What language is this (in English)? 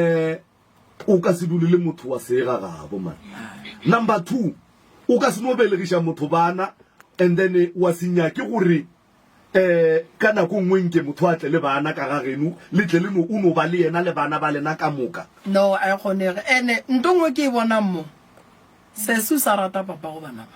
Northern Sotho